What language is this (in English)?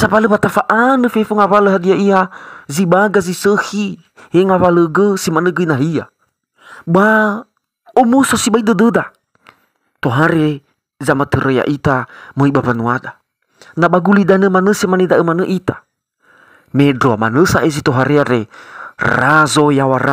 Nias